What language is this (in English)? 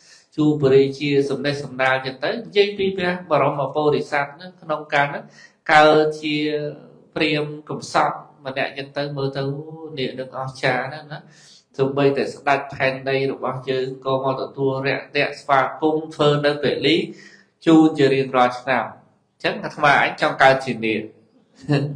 Khmer